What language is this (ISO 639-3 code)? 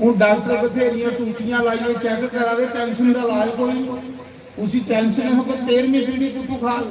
doi